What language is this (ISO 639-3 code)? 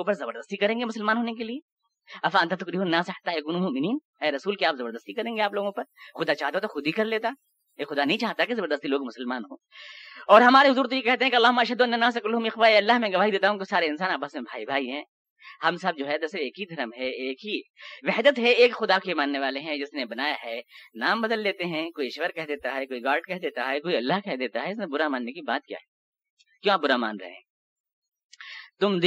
urd